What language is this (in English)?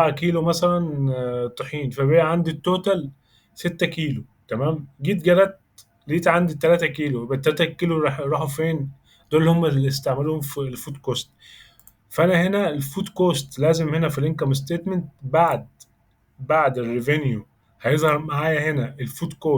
Egyptian Arabic